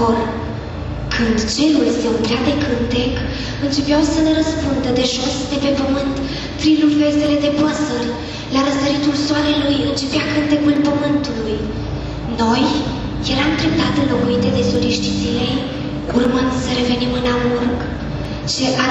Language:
Romanian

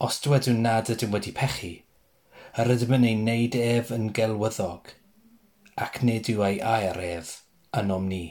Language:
Welsh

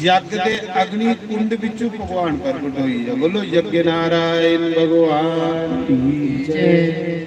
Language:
Dogri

